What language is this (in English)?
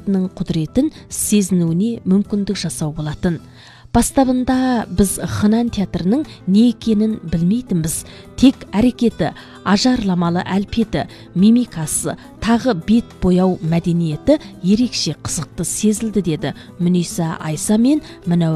Kazakh